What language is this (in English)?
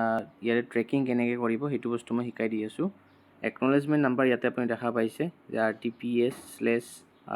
Assamese